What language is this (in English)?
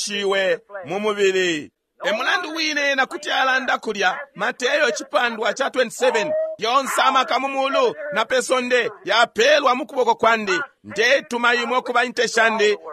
Bemba